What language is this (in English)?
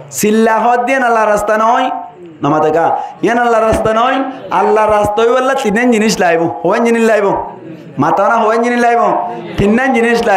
Rohingya